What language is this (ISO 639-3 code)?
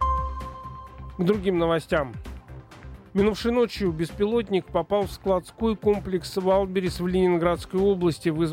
rus